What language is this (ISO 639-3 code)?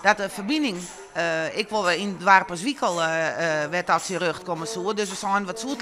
fry